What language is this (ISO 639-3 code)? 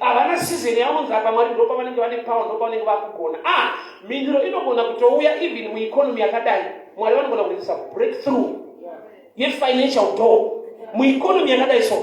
sna